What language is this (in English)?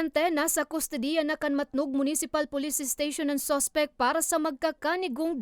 Bikol